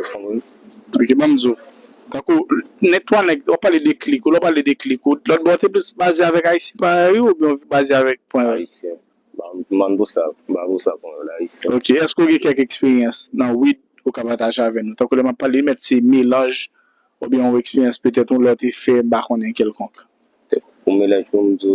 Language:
Haitian Creole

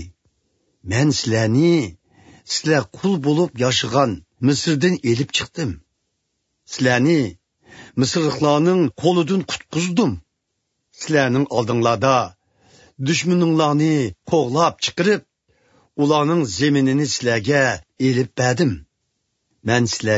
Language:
Uyghur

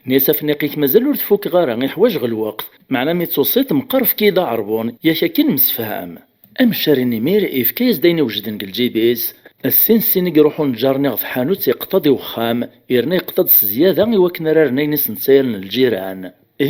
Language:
Kabyle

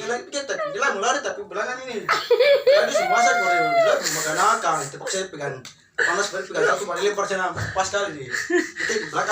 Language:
Papuan Malay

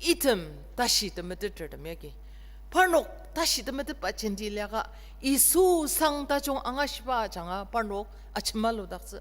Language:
Ao Naga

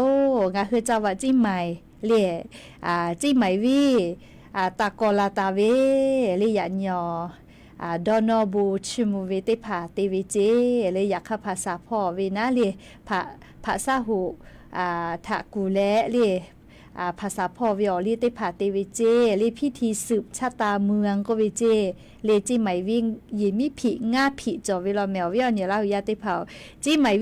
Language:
Lahu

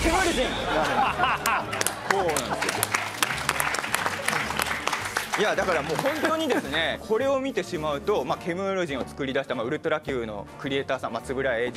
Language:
Japanese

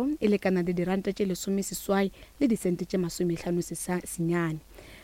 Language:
Northern Sotho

